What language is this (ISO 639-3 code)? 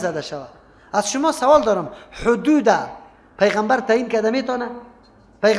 fas